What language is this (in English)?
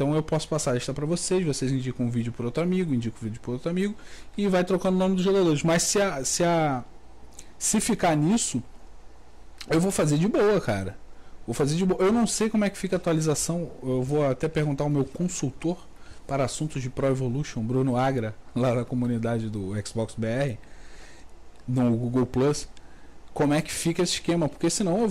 Portuguese